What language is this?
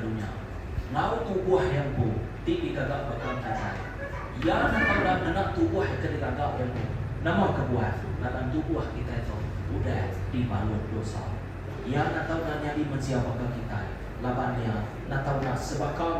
Iban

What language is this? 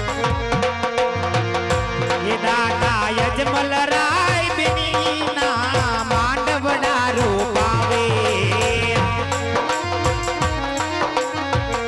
Gujarati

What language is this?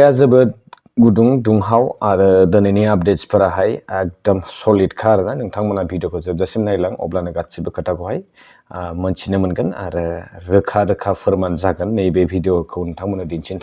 Bodo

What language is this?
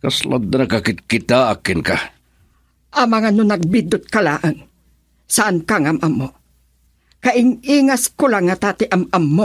Iloko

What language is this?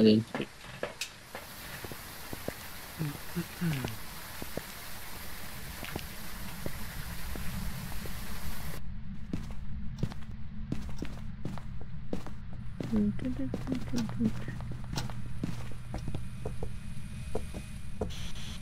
Chinese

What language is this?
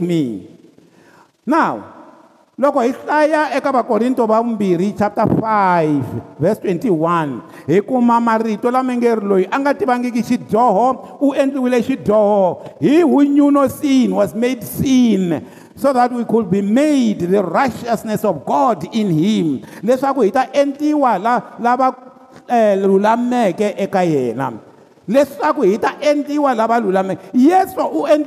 Tsonga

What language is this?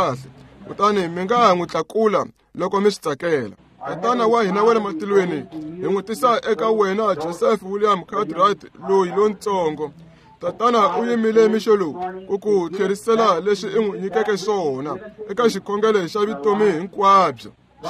Tsonga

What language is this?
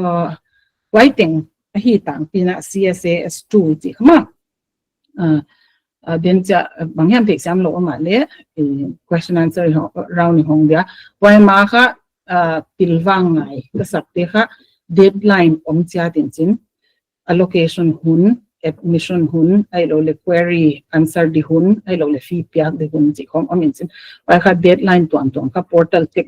Paite Chin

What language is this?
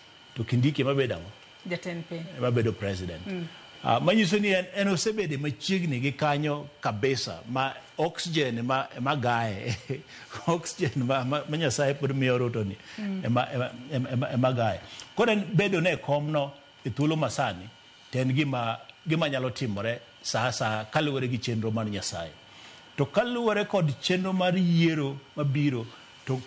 Luo (Kenya and Tanzania)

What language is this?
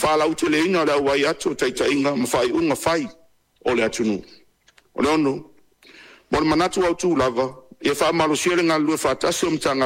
Samoan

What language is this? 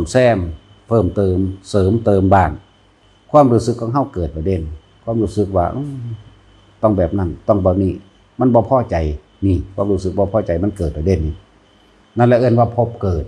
Lao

